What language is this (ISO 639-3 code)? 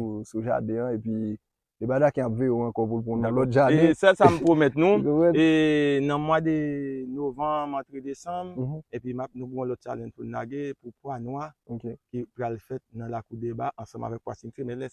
hat